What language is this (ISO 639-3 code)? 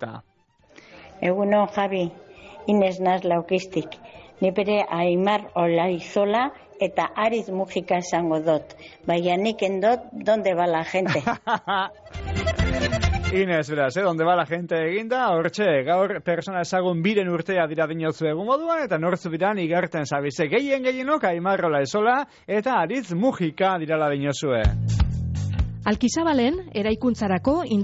eus